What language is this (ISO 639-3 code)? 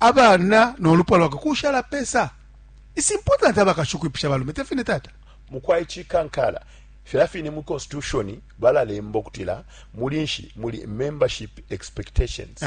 bem